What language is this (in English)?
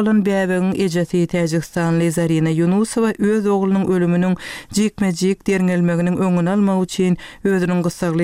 Turkmen